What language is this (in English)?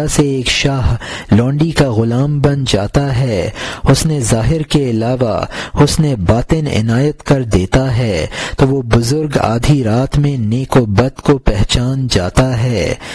Urdu